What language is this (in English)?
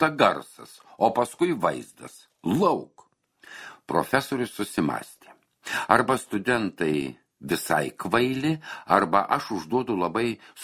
Lithuanian